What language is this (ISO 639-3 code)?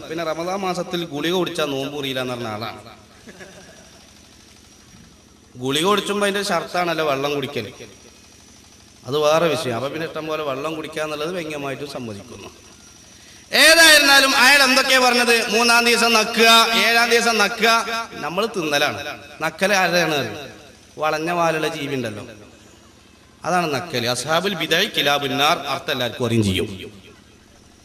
mal